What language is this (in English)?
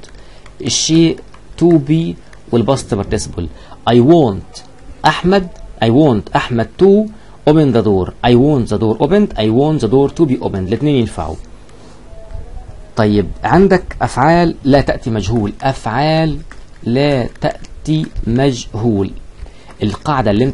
Egyptian Arabic